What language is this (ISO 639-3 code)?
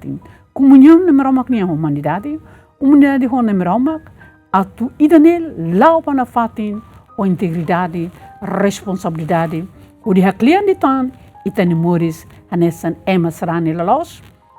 tet